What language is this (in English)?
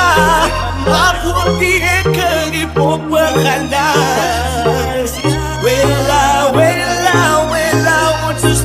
Afrikaans